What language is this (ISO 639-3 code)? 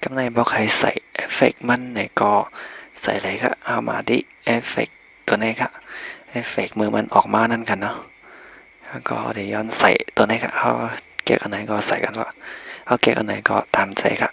shn